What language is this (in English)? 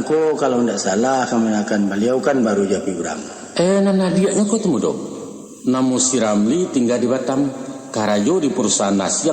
Minangkabau